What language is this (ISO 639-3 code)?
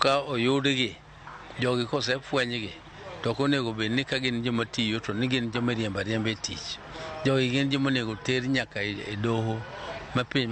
luo